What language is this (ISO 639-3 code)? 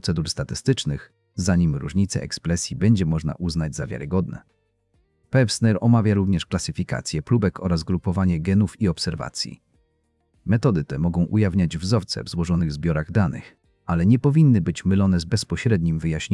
pol